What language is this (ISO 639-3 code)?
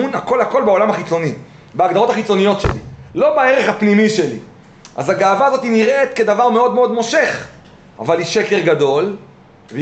heb